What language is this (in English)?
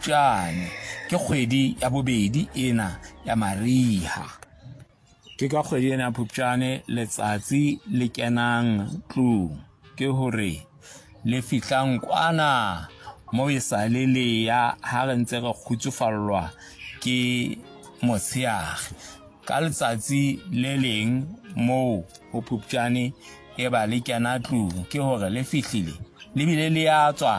Southern Sotho